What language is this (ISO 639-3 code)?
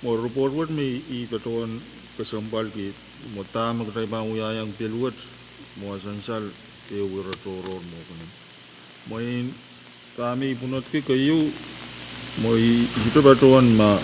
pon